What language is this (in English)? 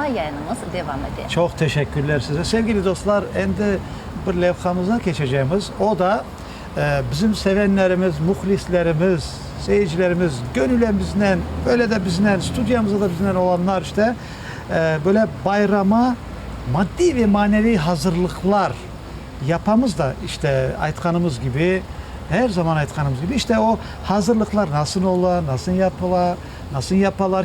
Crimean Tatar